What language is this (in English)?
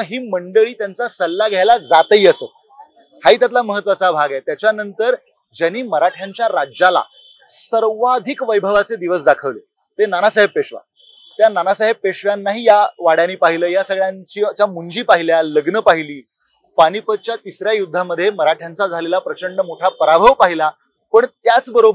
Marathi